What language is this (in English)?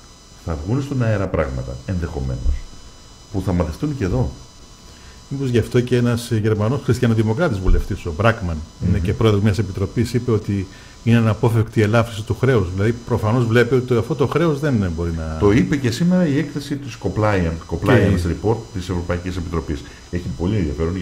Greek